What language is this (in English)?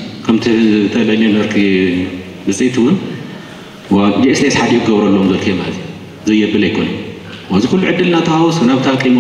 Tigrinya